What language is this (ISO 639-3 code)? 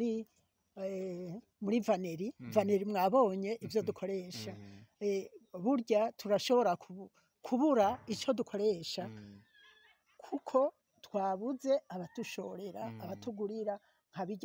run